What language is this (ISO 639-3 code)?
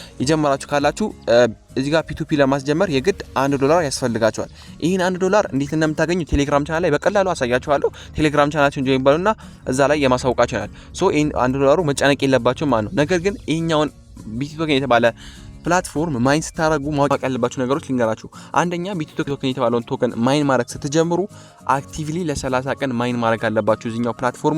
amh